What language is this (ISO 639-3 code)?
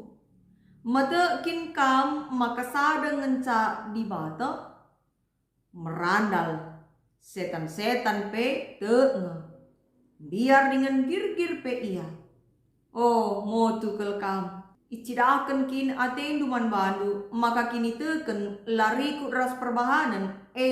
btx